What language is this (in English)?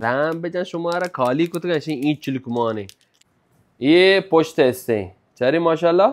Baluchi